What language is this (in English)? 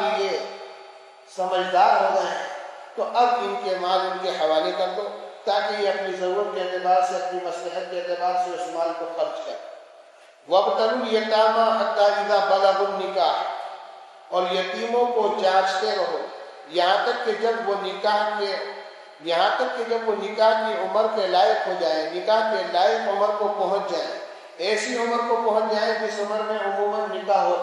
Urdu